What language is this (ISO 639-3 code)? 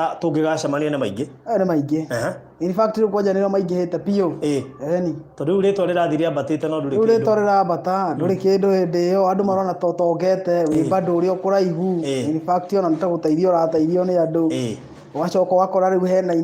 kik